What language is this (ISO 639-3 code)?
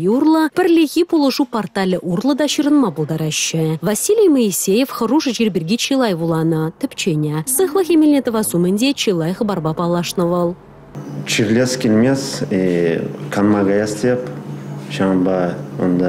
chv